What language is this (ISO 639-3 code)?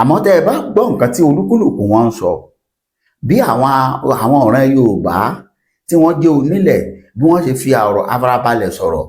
yor